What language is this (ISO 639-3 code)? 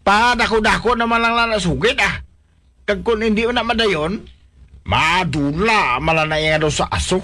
hil